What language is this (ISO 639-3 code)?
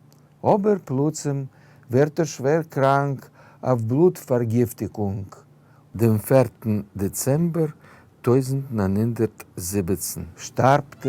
yid